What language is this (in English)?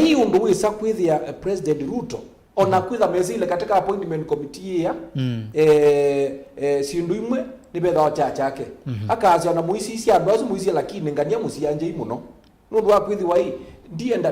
Kamba